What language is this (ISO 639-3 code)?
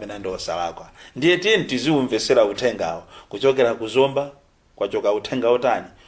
nya